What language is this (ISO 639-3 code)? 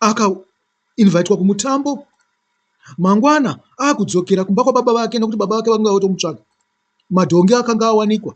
sna